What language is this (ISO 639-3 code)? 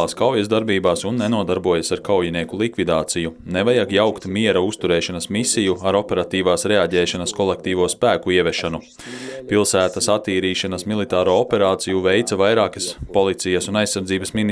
lav